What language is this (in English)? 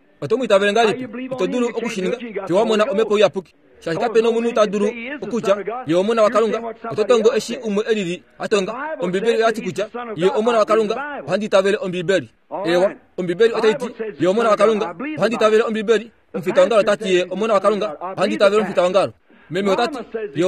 Kuanyama